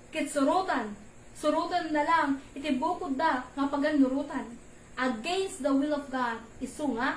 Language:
Iloko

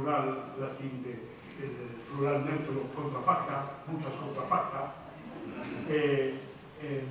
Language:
Ladino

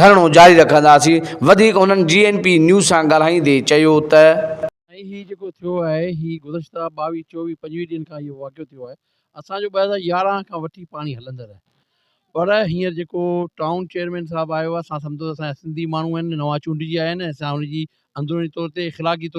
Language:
Sindhi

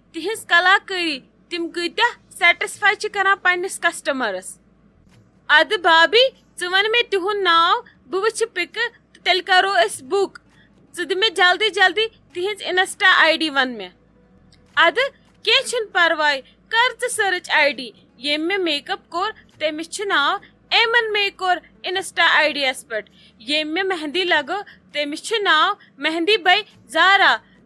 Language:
Kashmiri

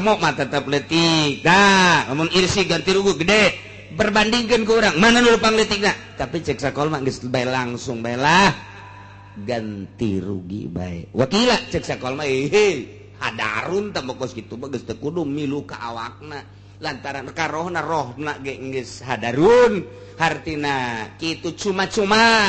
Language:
Sundanese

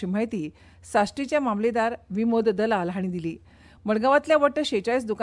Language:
Konkani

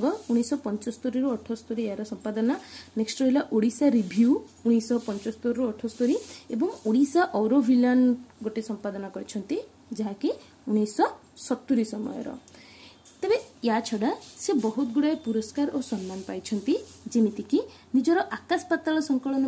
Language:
Odia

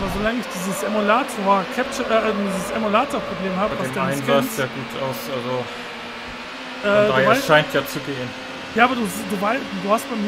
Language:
German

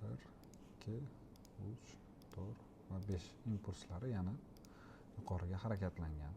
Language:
Uzbek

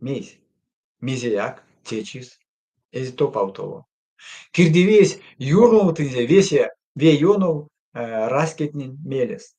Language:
Erzya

